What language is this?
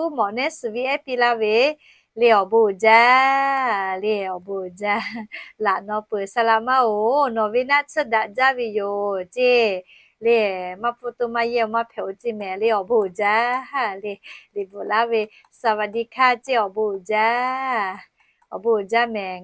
Lahu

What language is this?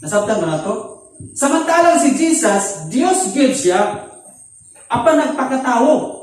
Cebuano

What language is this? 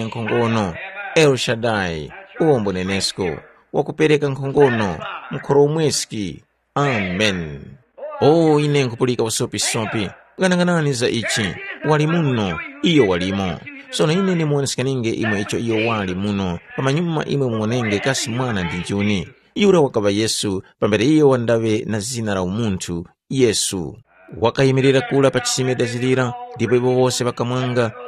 Tumbuka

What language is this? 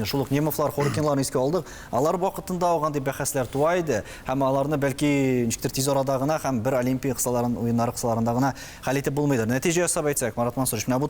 Tatar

